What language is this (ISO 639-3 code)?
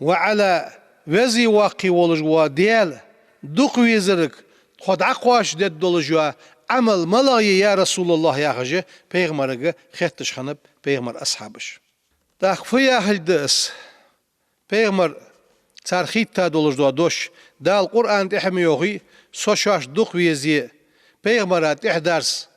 inh